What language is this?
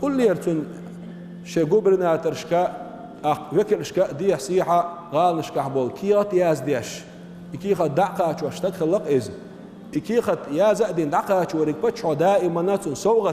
Chechen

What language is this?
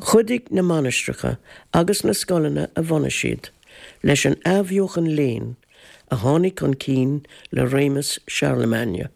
Irish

